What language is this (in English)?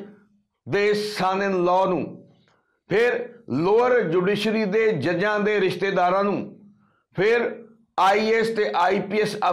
Punjabi